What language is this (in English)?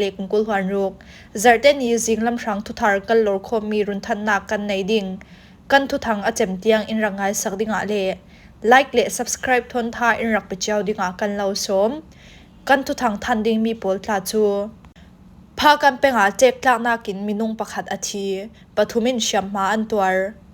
Falam Chin